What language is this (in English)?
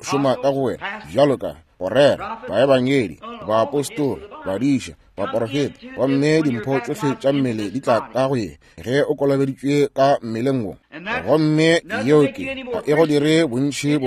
Northern Sotho